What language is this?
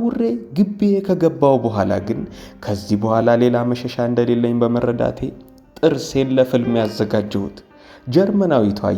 Amharic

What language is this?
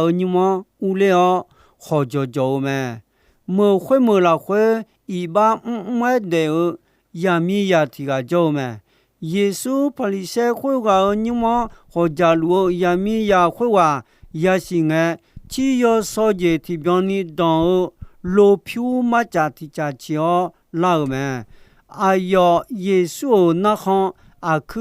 Akha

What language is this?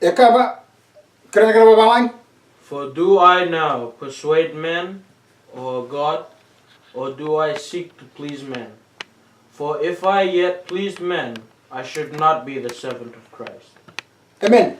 Fijian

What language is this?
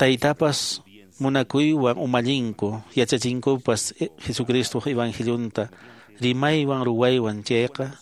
Quechua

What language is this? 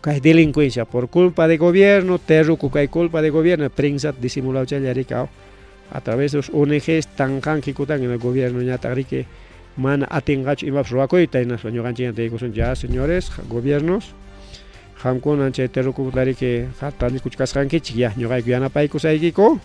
Ayacucho Quechua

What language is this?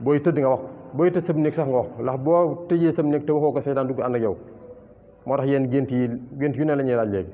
Wolof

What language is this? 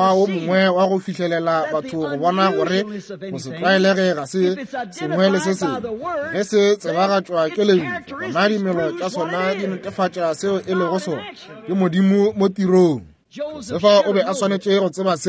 Northern Sotho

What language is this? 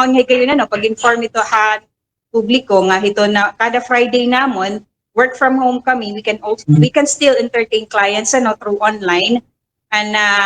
Waray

